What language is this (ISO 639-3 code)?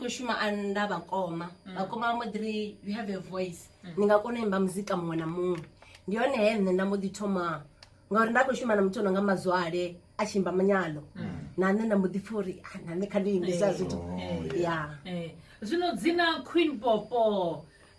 ven